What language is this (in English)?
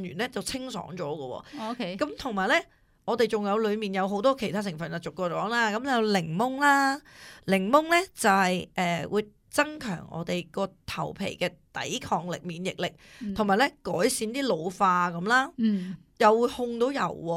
Cantonese